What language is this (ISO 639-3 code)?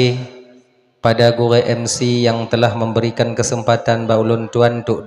ace